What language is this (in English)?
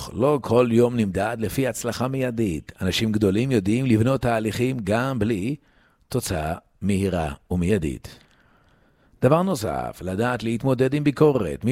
Hebrew